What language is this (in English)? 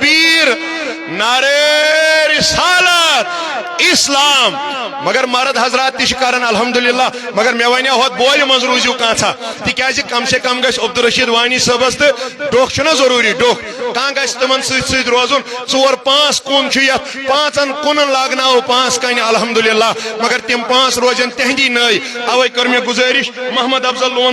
Kashmiri